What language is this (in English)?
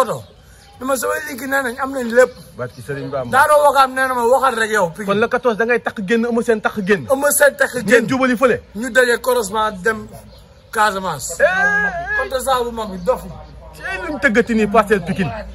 Wolof